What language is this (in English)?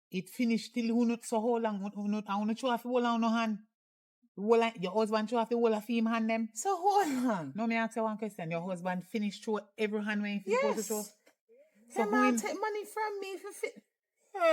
Jamaican Creole English